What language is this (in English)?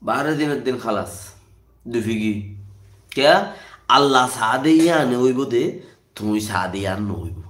Rohingya